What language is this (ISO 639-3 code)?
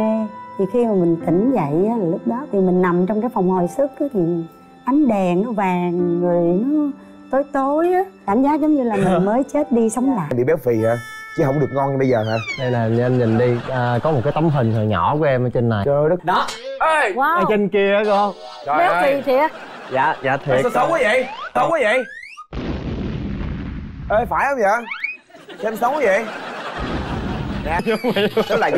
vie